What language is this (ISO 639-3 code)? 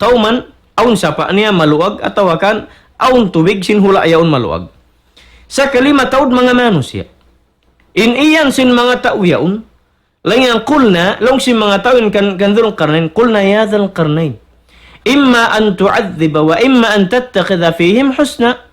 tsg